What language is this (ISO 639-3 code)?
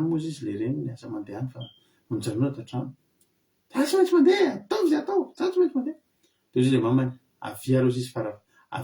mlg